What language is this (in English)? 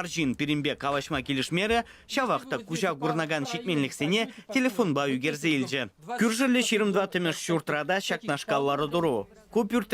Chuvash